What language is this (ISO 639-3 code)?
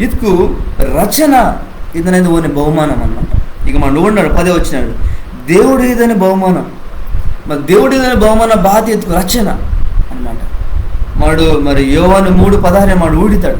kff